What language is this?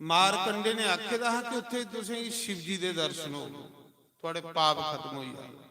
Dogri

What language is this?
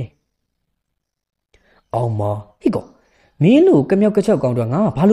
Burmese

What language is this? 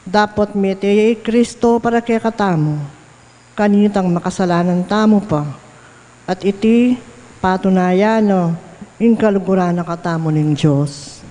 Pampanga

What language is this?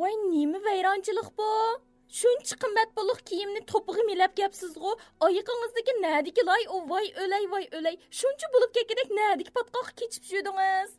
Uyghur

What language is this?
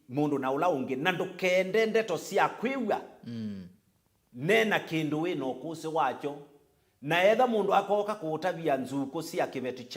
Kamba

